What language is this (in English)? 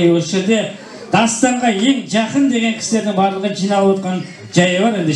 Kazakh